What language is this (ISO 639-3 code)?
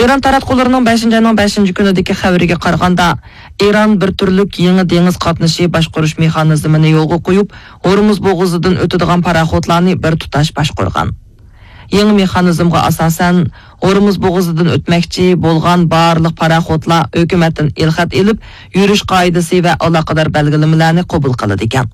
uig